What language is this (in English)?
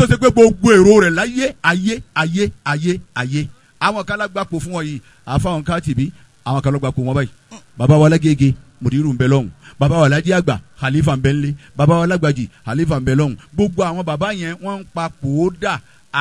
Yoruba